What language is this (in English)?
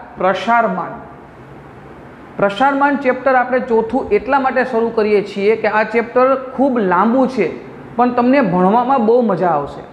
Gujarati